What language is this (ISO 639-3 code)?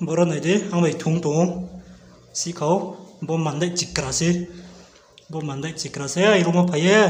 ria